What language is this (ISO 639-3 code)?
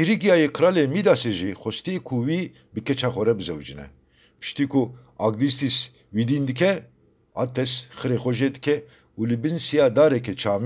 kur